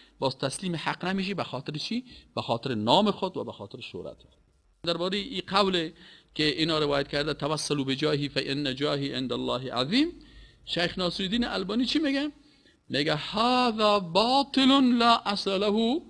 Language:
Persian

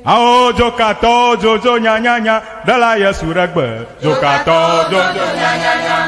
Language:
Ewe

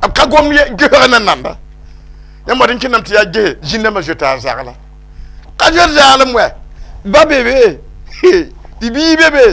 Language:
Mossi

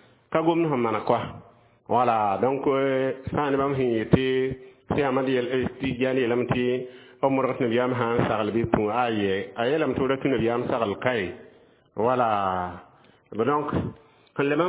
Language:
Mossi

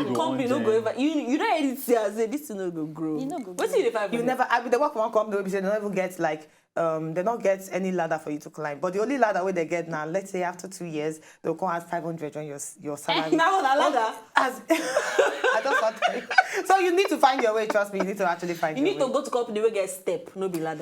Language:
Nigerian Pidgin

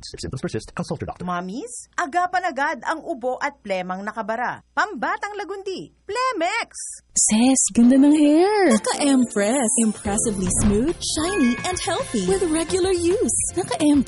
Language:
Cebuano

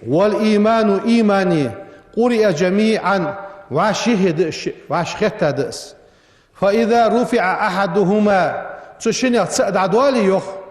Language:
Ingush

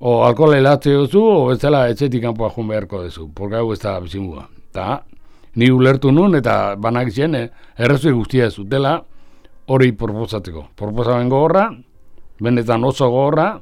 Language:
Basque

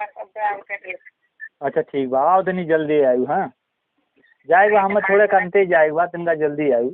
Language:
Awadhi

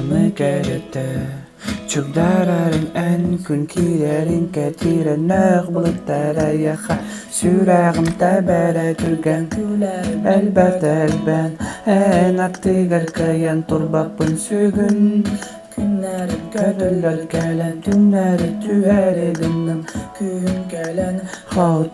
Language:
Yakut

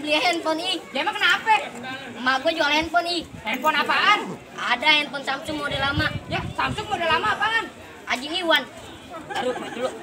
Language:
Betawi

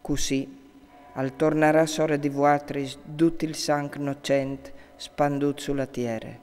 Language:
Friulian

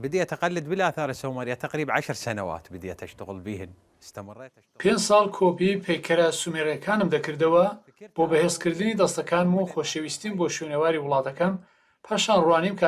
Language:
Central Kurdish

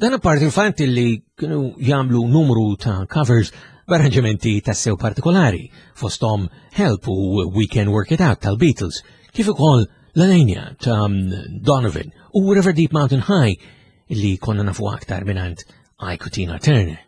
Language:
Maltese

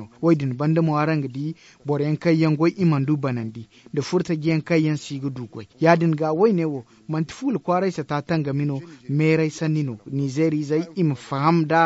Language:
Zarma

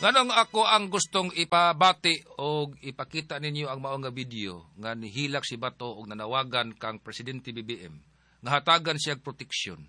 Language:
Cebuano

